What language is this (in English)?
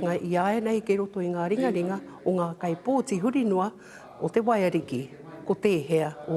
Māori